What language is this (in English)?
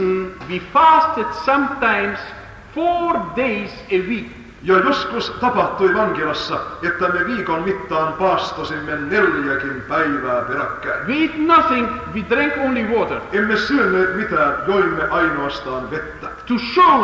Finnish